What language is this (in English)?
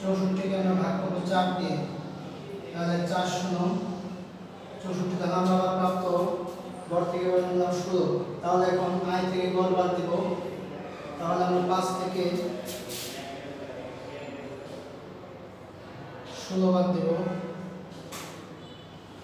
Bangla